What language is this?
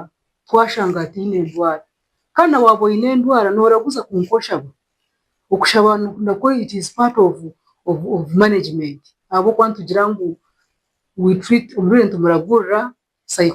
Nyankole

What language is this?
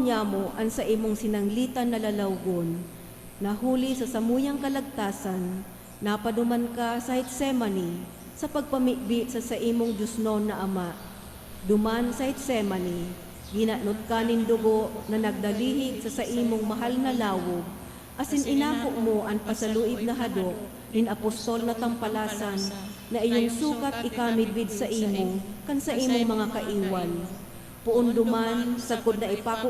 Bikol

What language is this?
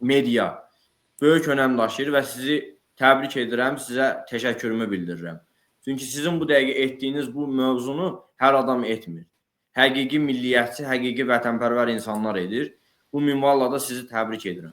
Azerbaijani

